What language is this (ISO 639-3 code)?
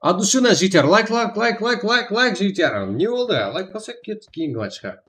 kaa